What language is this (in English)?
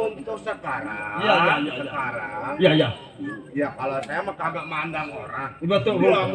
Betawi